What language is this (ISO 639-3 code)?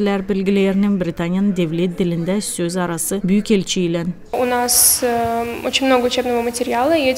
gag